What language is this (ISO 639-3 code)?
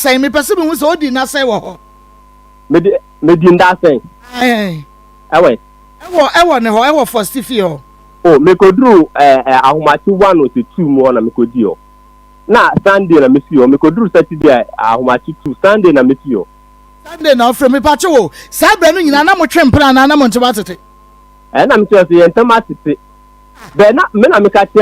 aka